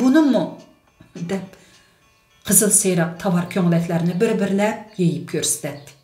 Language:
Uyghur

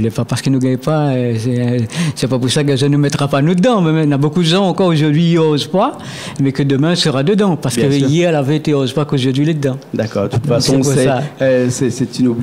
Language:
Réunion Creole French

